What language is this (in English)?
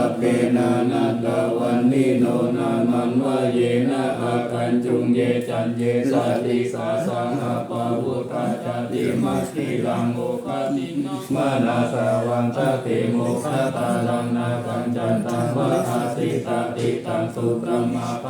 Pali